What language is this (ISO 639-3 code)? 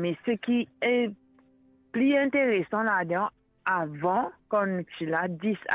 mfe